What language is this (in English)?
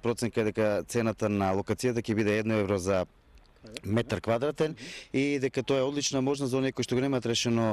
Macedonian